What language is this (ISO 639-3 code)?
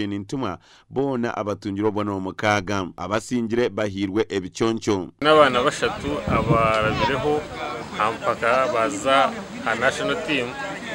nyn